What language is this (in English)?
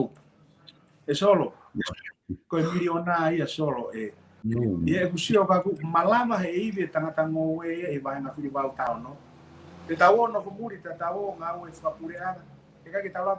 Tongan